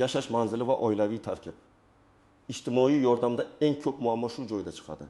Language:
Uzbek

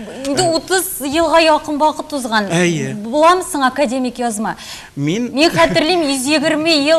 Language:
Tatar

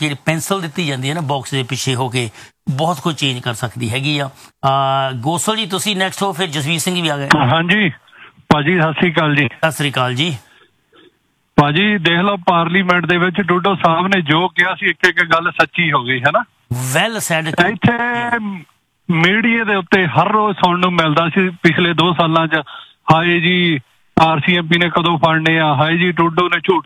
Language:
Punjabi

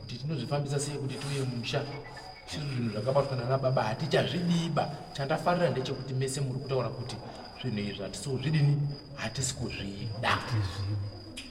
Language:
Shona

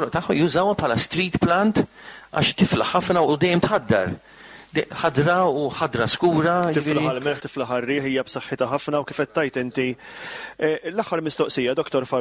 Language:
Maltese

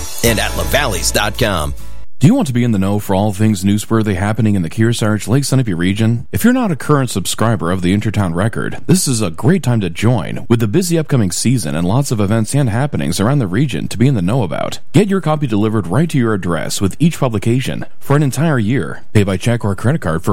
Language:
English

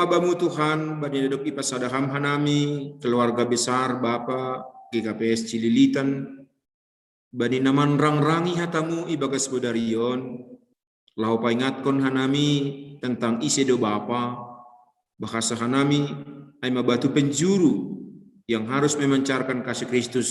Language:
Batak Simalungun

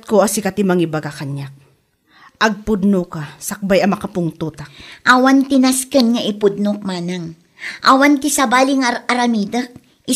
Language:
Iloko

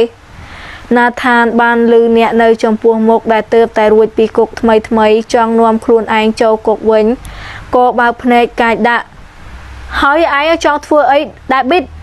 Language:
Khmer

